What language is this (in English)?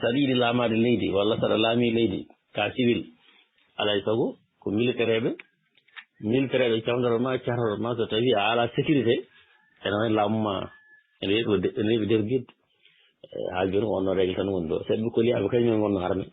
Fula